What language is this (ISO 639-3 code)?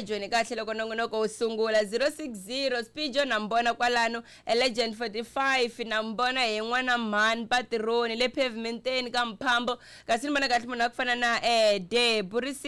tso